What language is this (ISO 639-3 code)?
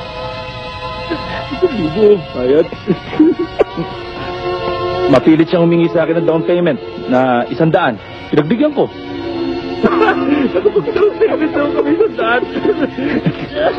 fil